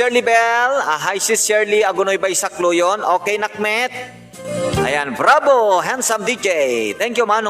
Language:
Iloko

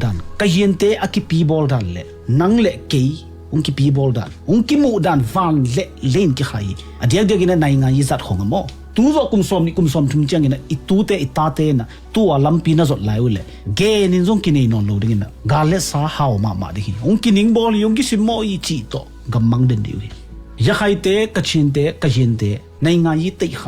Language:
Tedim Chin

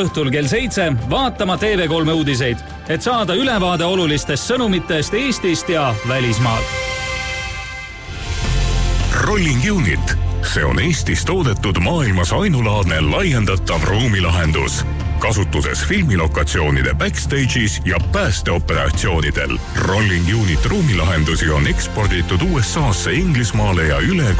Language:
Estonian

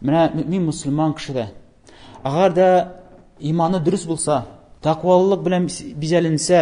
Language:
Tatar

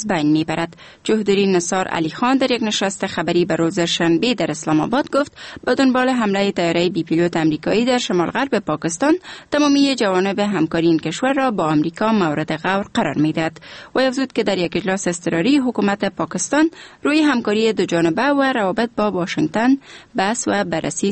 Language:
Persian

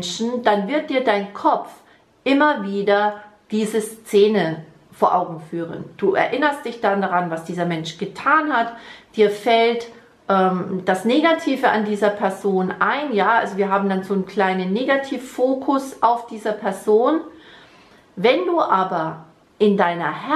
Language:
German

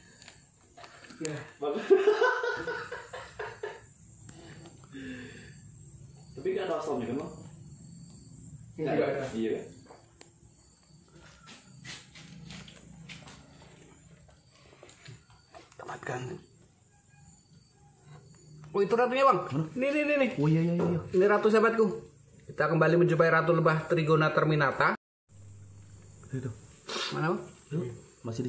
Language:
Indonesian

